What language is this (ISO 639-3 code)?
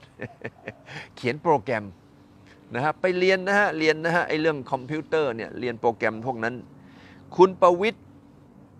tha